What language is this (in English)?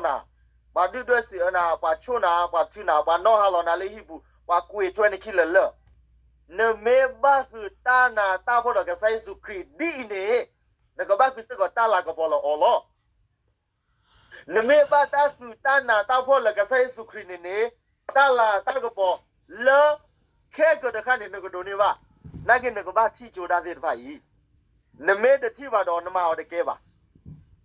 S'gaw Karen